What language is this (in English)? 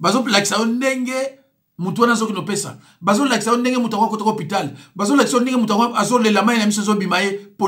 Lingala